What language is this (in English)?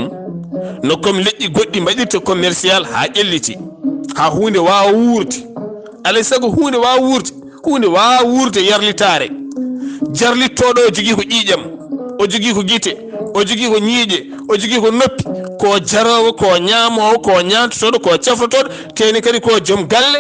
Fula